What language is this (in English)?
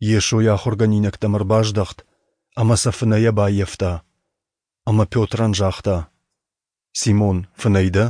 Ossetic